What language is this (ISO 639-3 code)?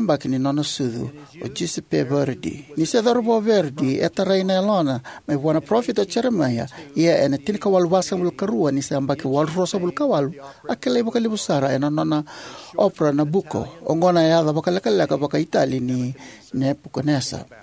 fij